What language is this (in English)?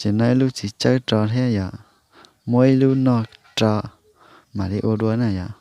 Hmong